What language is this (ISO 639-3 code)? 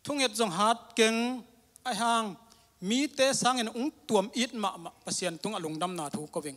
ctd